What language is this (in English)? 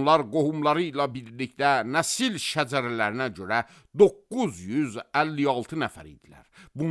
Azerbaijani